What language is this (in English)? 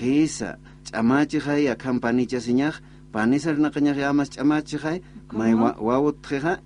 Aymara